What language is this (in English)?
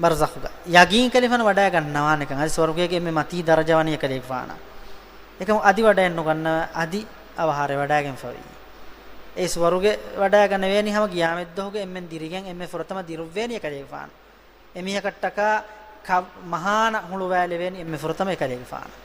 Divehi